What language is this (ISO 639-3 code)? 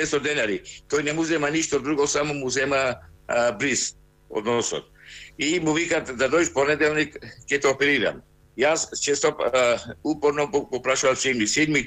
mkd